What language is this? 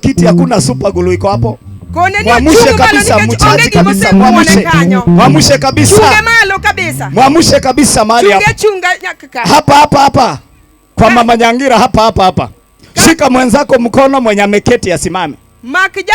Luo (Kenya and Tanzania)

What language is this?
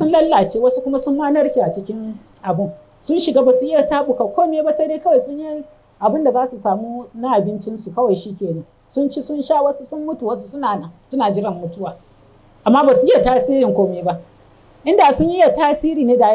Hausa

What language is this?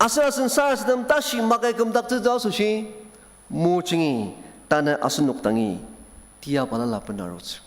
Ao Naga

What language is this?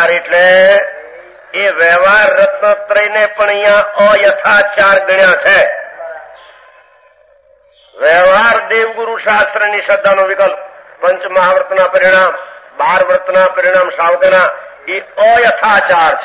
Gujarati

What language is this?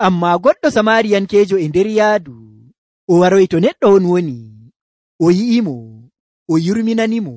Nigerian Fulfulde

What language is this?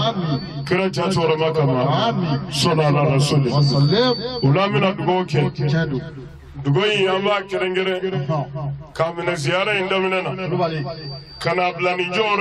Bambara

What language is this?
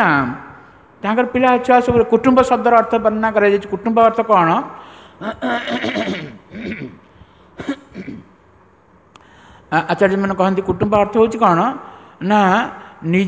Odia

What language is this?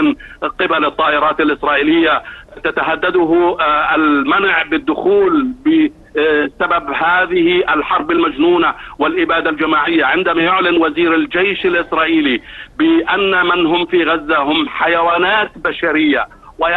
Arabic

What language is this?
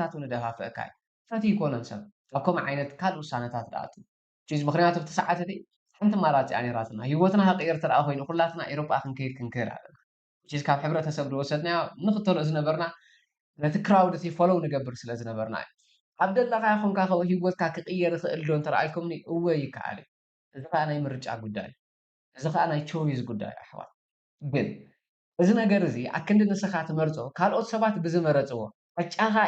Tigrinya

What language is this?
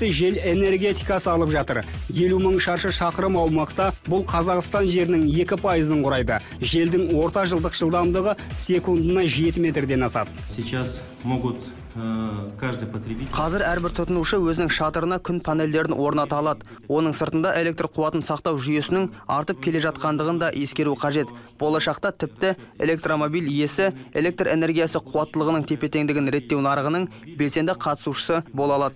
Kazakh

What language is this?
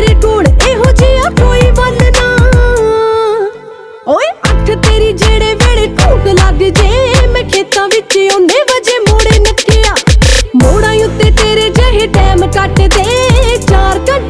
Punjabi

